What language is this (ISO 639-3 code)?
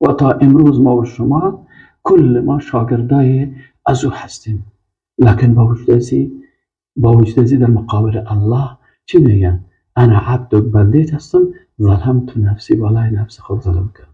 fas